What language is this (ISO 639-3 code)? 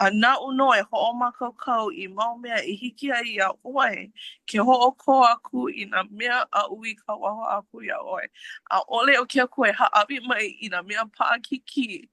haw